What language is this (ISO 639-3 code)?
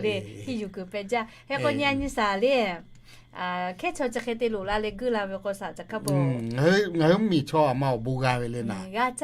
lhu